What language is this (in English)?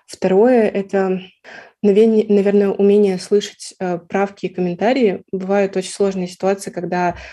Russian